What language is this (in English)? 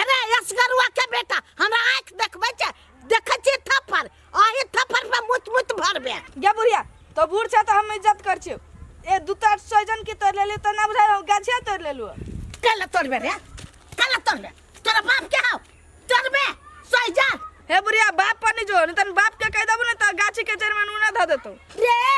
Maithili